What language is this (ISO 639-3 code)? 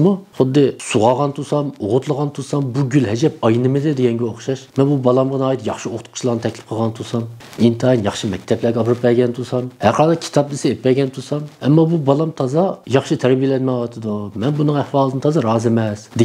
uig